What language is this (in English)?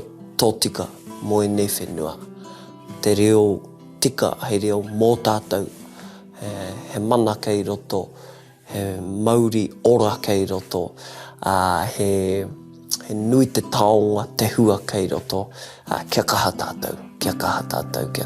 Māori